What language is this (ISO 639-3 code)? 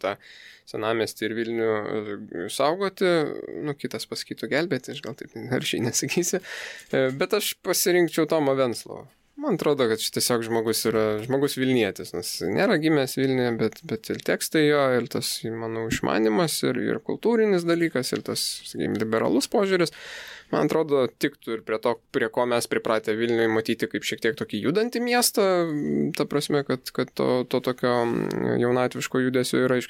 lit